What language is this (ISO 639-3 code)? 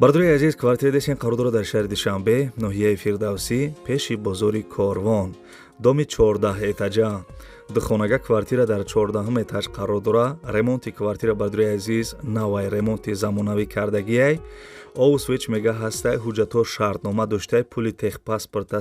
tgk